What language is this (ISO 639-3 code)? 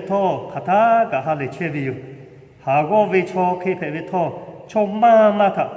lhu